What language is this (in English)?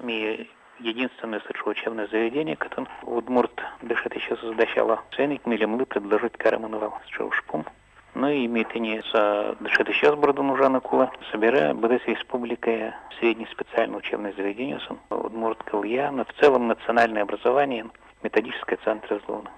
Udmurt